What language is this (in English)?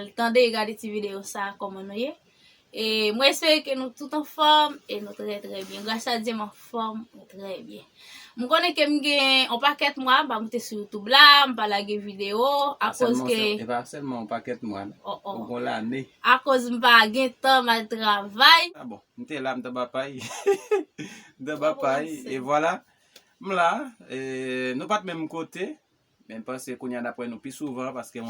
Haitian Creole